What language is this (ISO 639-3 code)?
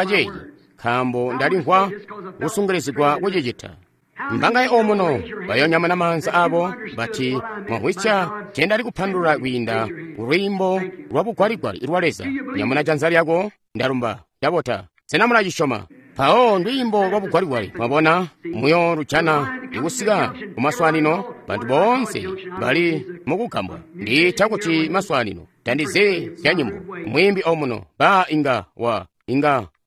toi